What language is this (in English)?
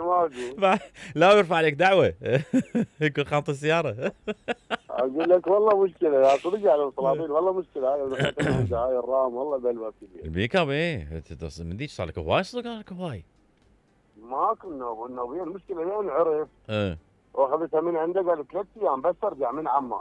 Mesopotamian Arabic